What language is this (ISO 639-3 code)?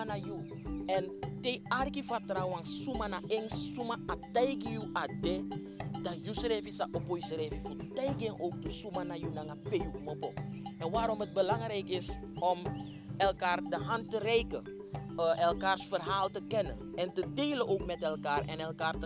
srn